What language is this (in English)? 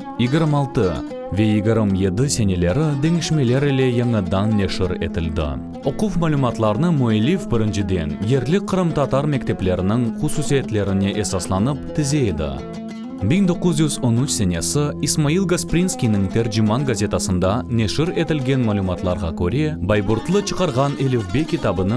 Crimean Tatar